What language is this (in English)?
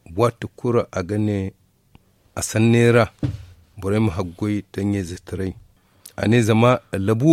Zarma